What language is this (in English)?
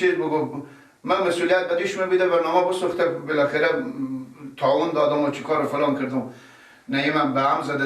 Persian